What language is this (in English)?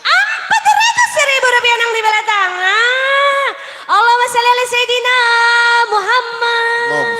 Banjar